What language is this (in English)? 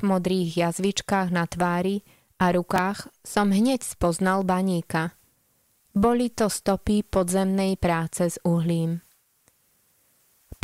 Slovak